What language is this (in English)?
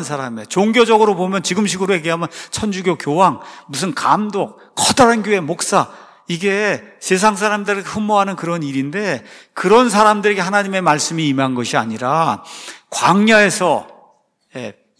Korean